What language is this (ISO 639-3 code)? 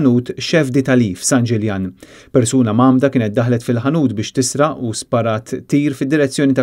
mlt